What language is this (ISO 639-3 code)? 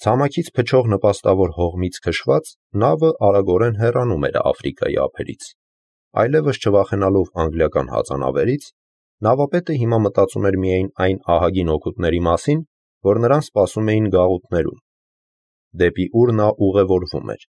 hye